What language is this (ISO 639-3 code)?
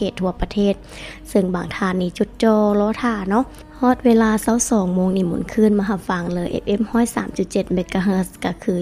lao